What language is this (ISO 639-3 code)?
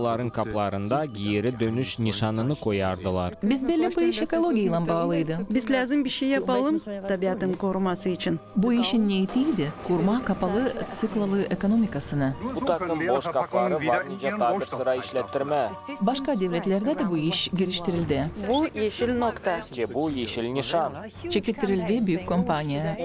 gag